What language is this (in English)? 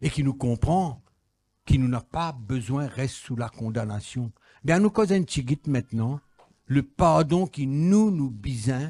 Morisyen